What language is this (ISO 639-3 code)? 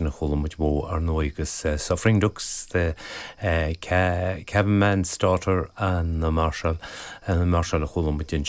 gle